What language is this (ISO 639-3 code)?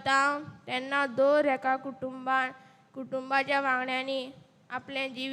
kok